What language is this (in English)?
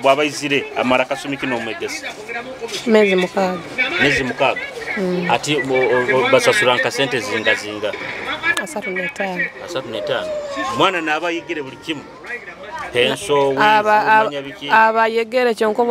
Nyoro